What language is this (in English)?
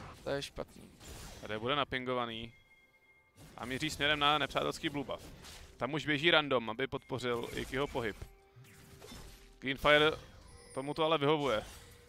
Czech